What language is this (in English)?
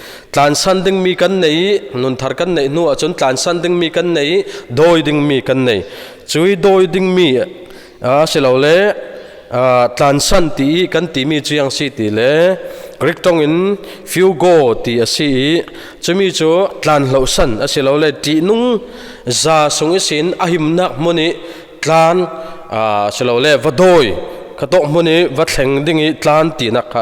Falam Chin